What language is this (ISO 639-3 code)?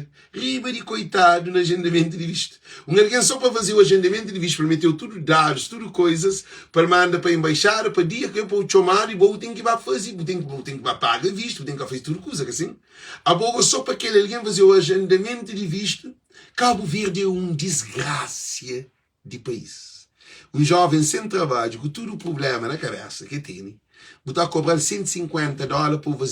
kea